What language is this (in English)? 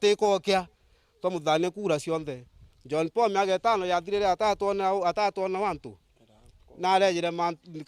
Meru